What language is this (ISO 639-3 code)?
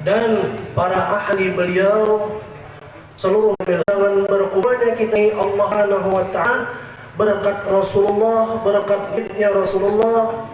bjn